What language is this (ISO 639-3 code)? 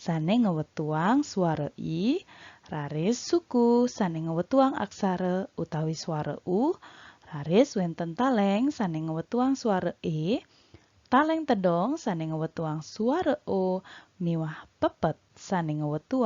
ban